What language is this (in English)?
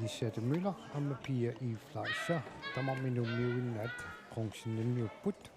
Kalaallisut